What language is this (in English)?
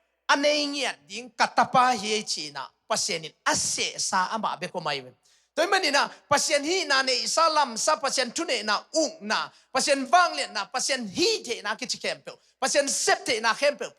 Tedim Chin